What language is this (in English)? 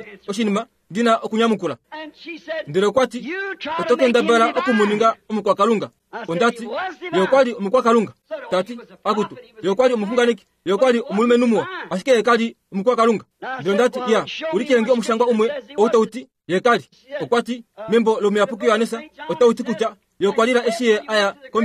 Kuanyama